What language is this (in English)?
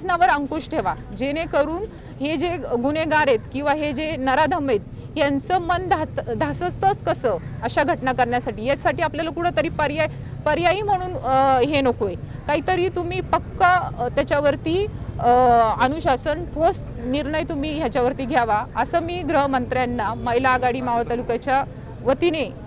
Marathi